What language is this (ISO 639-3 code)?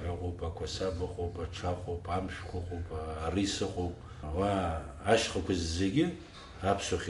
abk